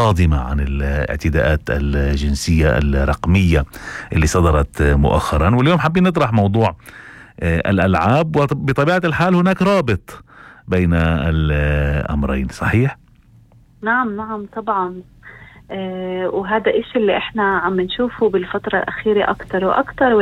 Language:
North Levantine Arabic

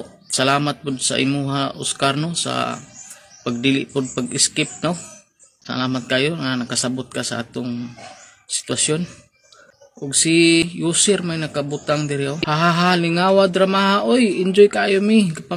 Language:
Cebuano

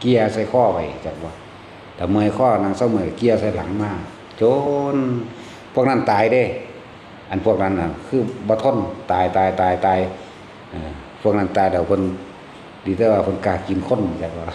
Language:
Northeastern Thai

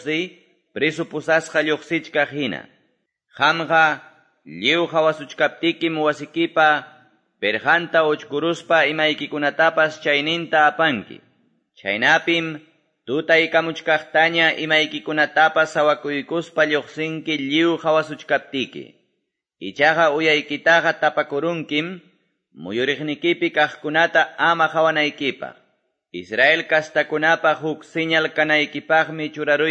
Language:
Quechua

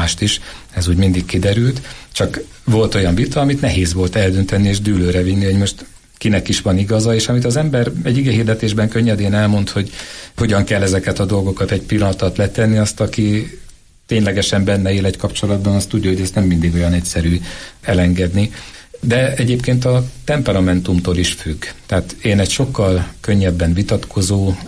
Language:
Hungarian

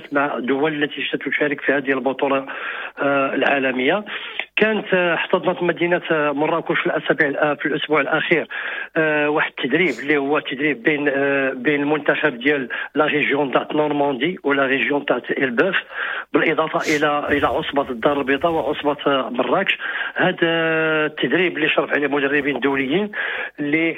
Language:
Moroccan Arabic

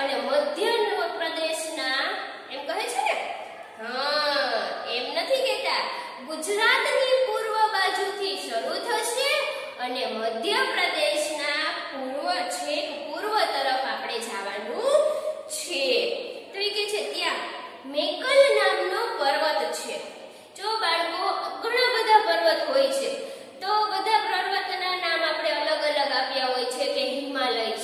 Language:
Gujarati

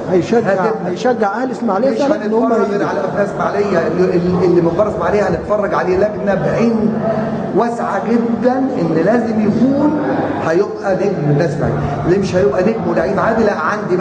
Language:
Egyptian Arabic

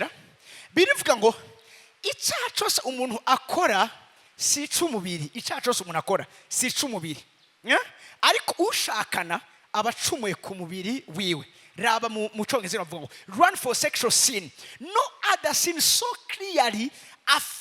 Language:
Rundi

